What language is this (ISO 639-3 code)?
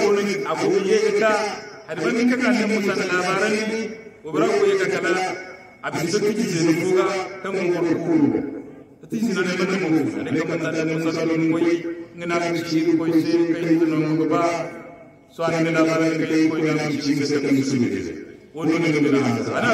hau